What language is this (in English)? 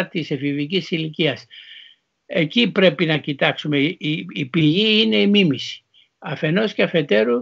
Greek